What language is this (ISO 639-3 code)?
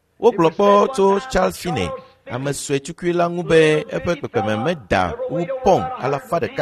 ewe